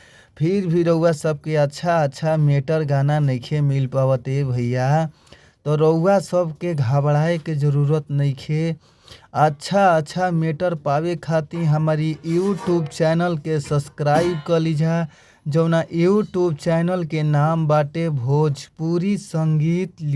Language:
Bhojpuri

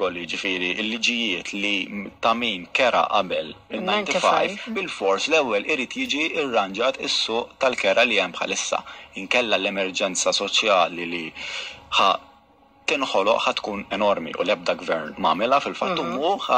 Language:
Maltese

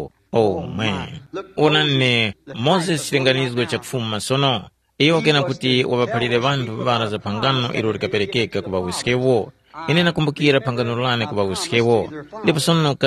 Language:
Tumbuka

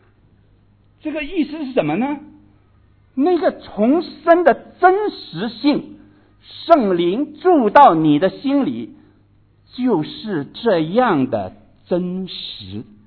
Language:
Chinese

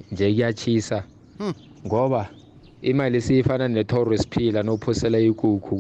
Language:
South Ndebele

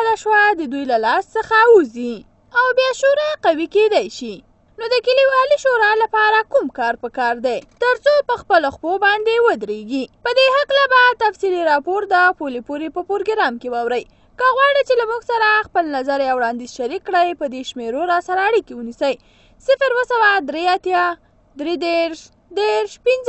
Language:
Pashto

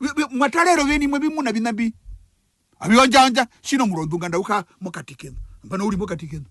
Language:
Herero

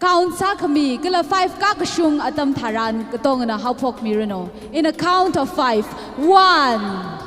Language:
Tangkhul Naga (India)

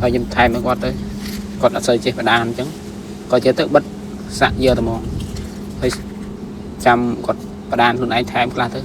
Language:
Khmer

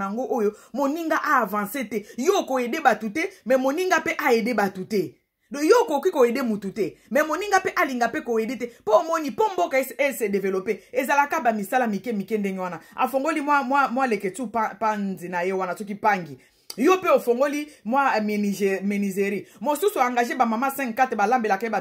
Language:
Lingala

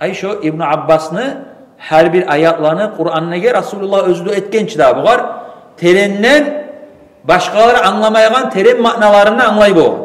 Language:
Kumyk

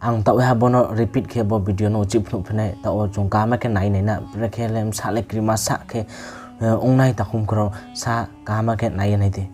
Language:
Riang (India)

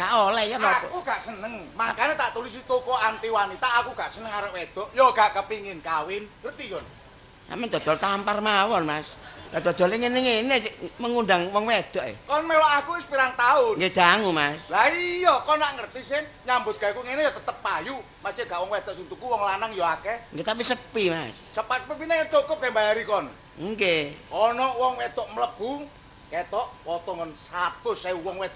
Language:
Javanese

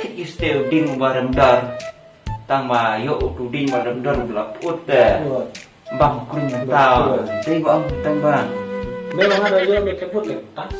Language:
Khasi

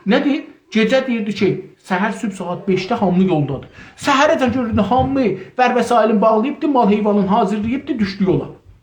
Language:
South Azerbaijani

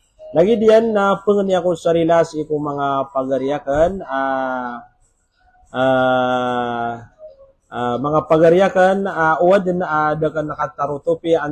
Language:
Maranao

